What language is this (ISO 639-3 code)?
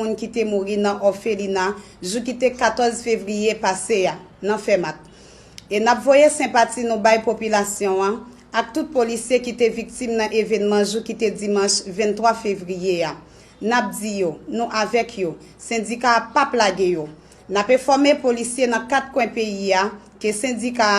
hat